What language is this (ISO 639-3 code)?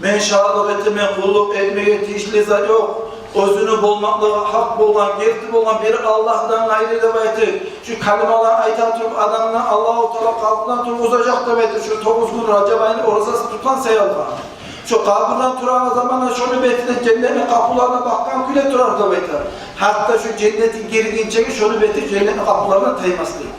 kum